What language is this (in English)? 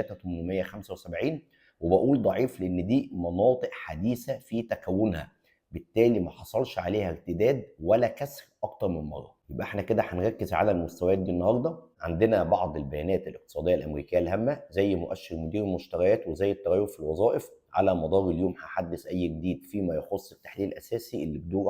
Egyptian Arabic